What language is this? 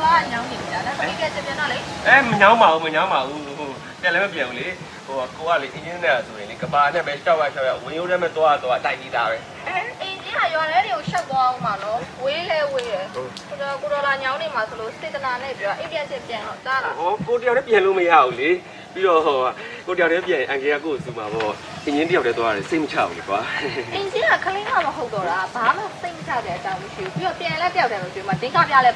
Burmese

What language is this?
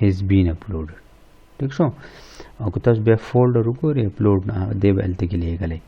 Pashto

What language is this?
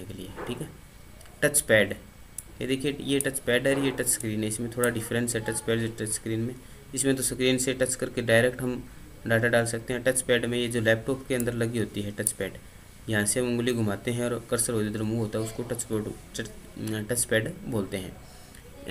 Hindi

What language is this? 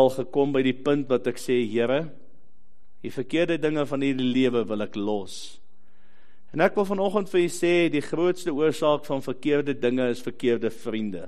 Afrikaans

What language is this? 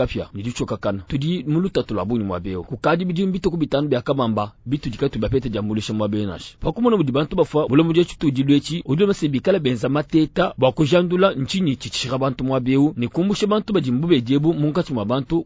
Luba-Lulua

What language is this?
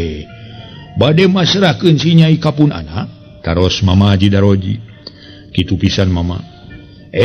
Sundanese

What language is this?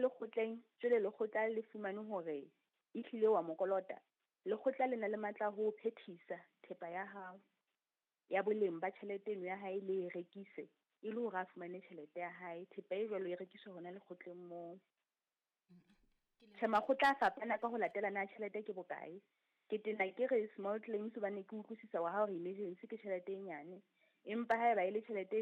Southern Sotho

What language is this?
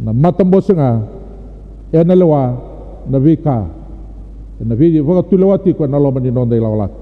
Fijian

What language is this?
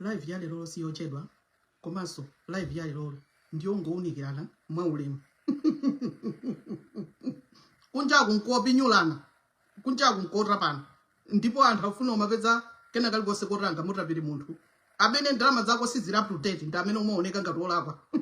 Nyanja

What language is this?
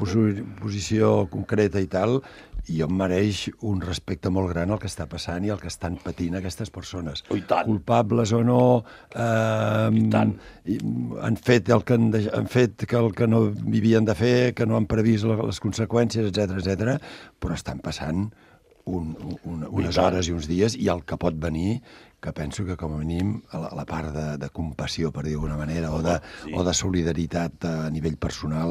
Catalan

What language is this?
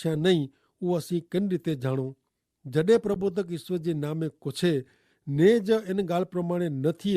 Kachhi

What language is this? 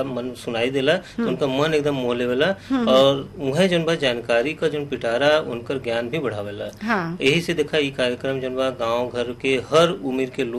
Bhojpuri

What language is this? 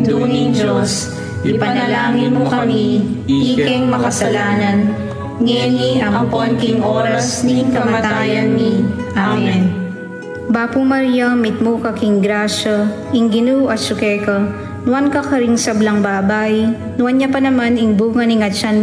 Pampanga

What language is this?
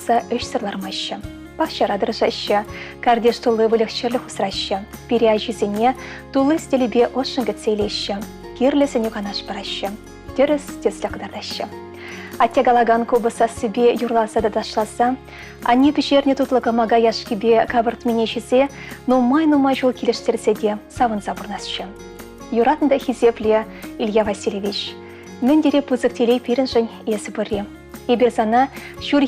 Chuvash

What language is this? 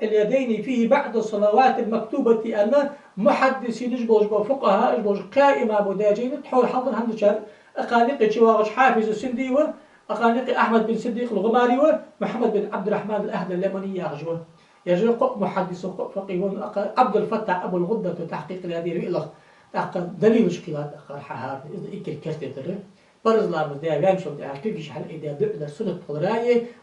Ingush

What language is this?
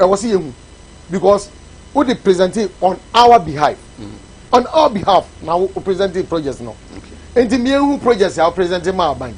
Akan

